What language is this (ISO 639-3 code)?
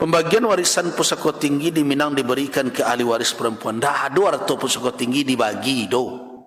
min